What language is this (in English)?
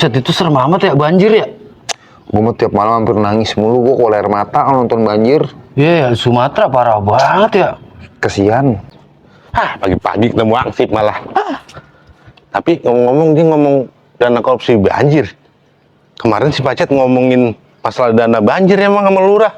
Betawi